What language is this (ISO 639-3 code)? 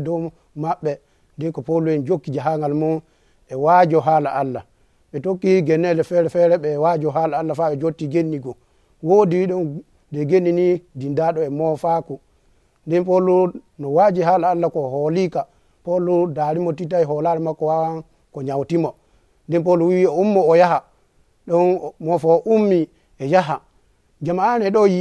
fuv